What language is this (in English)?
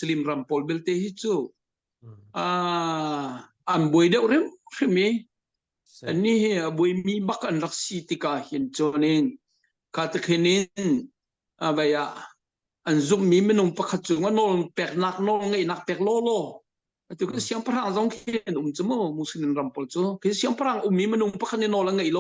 Hakha Chin